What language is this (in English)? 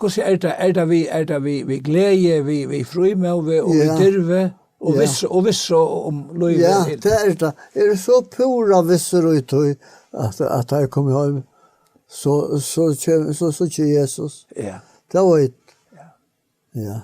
Faroese